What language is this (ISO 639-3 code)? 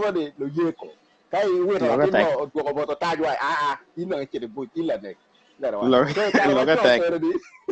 ach